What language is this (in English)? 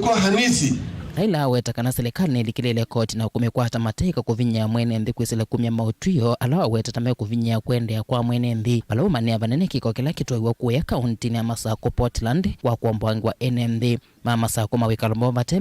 Kamba